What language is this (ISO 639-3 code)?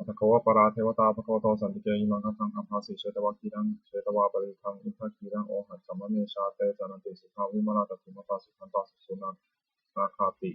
pli